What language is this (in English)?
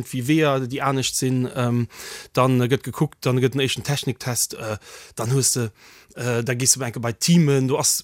Luxembourgish